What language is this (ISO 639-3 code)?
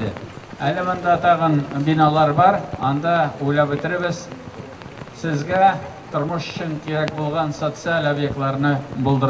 tat